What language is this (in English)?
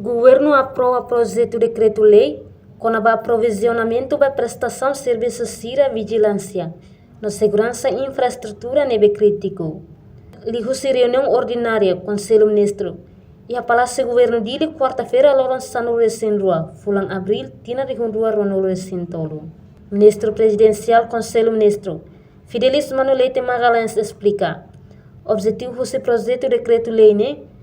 Tetum